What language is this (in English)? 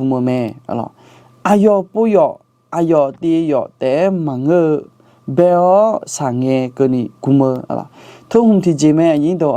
Akha